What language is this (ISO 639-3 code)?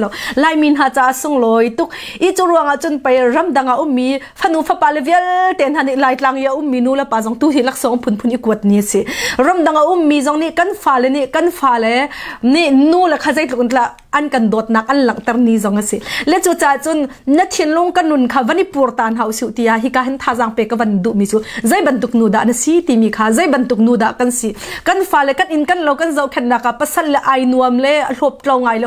cnh